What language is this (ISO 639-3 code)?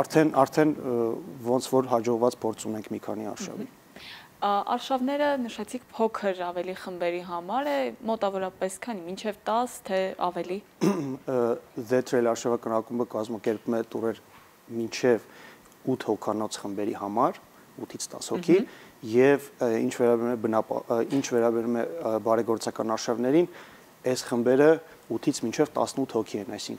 hye